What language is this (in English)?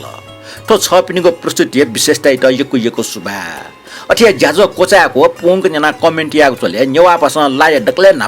Newari